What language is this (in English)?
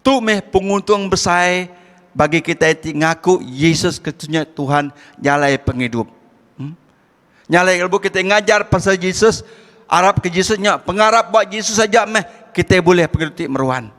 Iban